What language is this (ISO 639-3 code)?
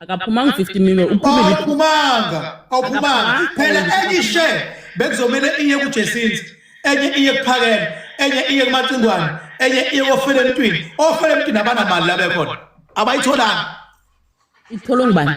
zul